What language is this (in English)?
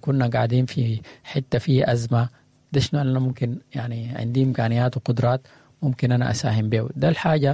Sudanese Arabic